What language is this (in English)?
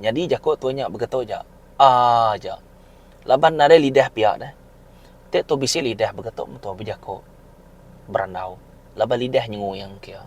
Iban